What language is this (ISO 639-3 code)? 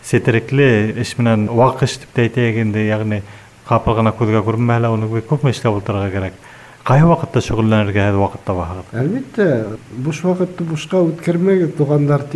bak